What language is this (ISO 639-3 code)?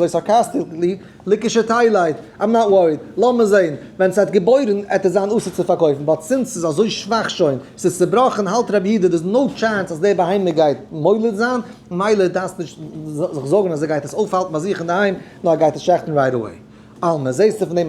yid